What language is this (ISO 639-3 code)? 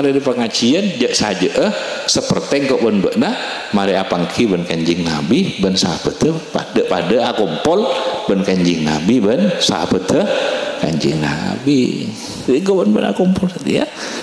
mad